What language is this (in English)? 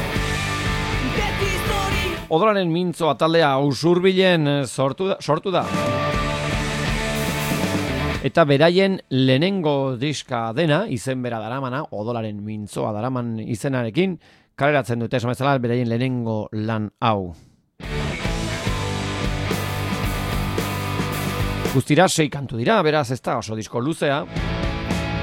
Basque